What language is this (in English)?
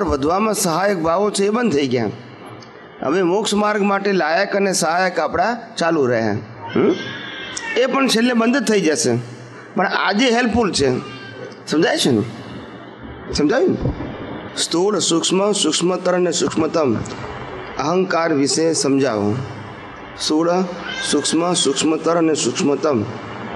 Gujarati